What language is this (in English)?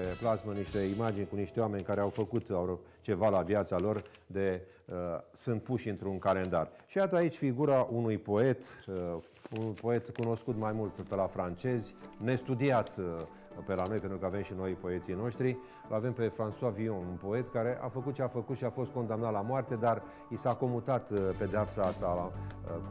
Romanian